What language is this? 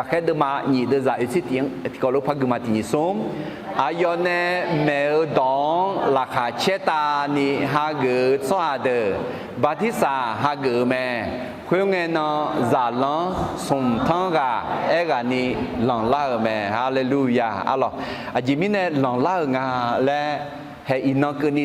Akha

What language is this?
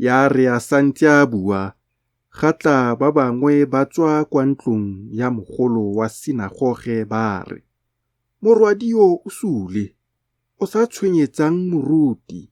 Tswana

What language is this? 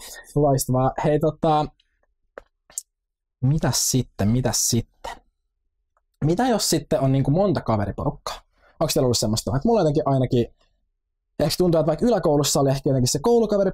Finnish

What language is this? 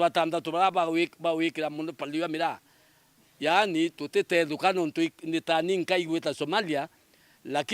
Meru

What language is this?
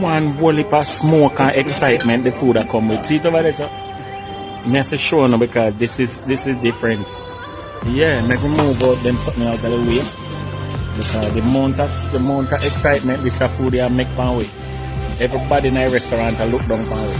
Jamaican Creole English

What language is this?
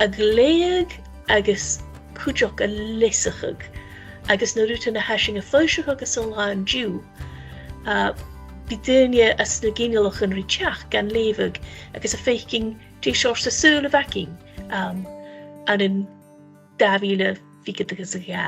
Scottish Gaelic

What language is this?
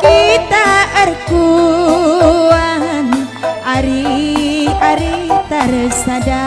Batak Karo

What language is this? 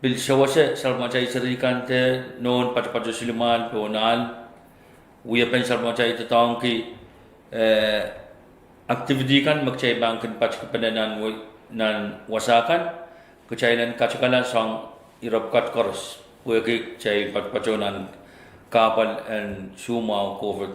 Pohnpeian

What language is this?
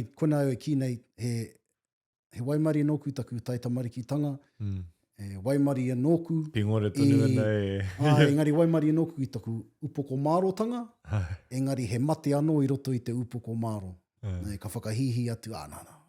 Māori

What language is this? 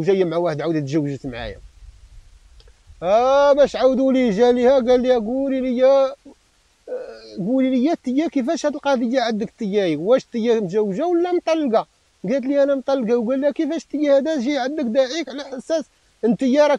Moroccan Arabic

